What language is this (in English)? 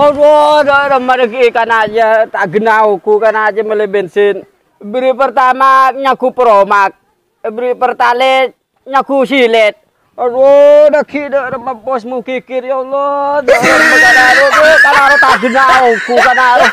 Madurese